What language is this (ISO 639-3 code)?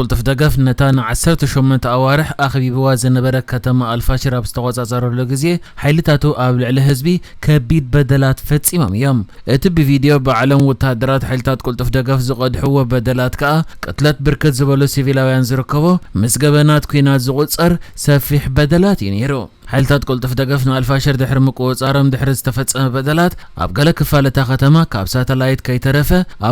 tir